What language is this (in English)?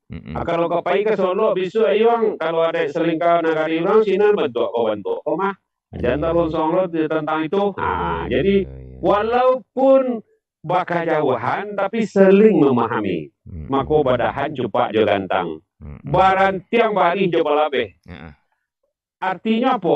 Minangkabau